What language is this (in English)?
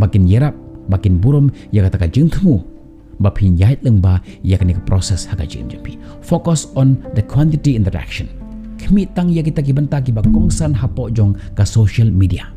Khasi